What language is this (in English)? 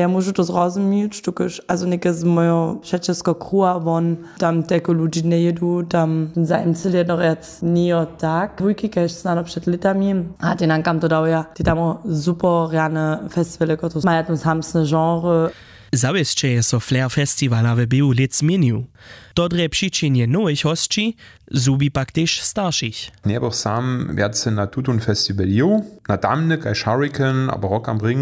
Upper Sorbian